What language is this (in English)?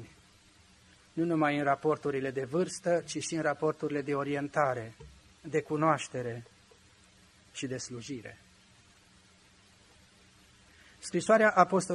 Romanian